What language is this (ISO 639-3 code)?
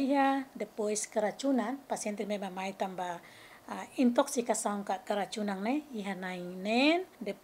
tet